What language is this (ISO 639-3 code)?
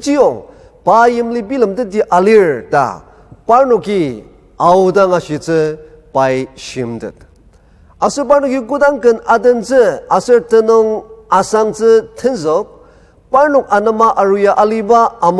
njo